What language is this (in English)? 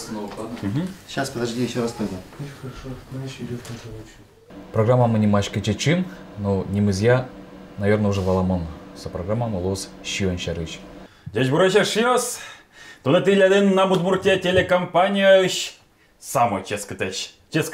Udmurt